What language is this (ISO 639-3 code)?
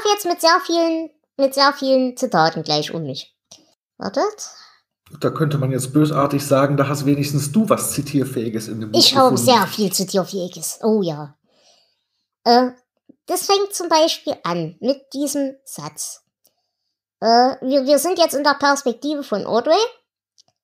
deu